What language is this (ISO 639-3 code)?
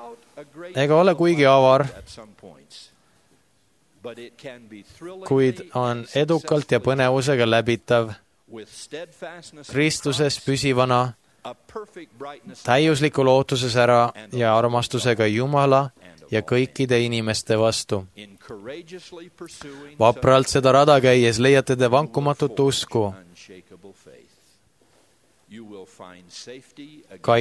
est